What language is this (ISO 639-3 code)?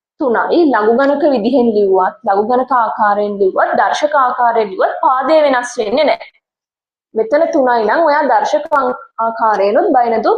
sin